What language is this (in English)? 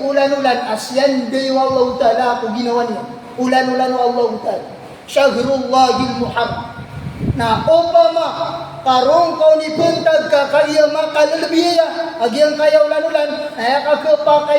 Maranao